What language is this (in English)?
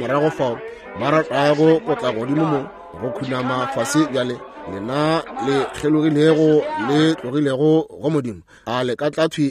Northern Sotho